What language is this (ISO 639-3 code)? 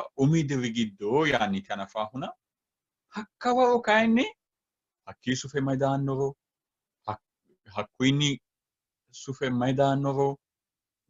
sid